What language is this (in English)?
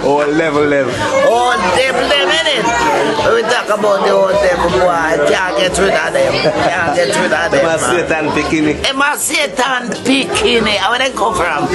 Jamaican Creole English